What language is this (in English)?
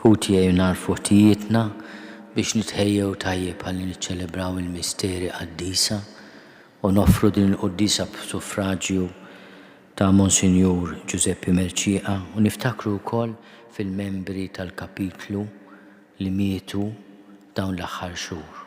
Maltese